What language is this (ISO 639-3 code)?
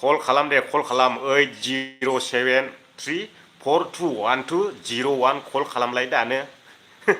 brx